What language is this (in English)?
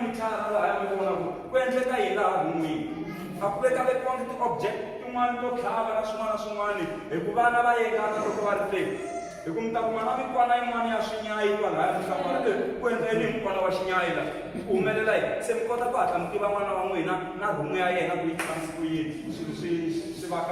Tsonga